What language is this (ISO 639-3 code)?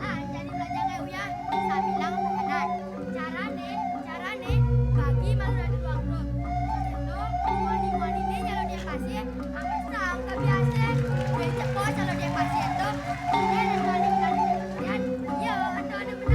ban